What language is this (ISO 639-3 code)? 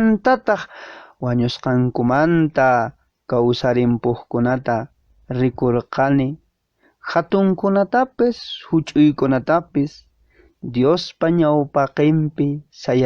que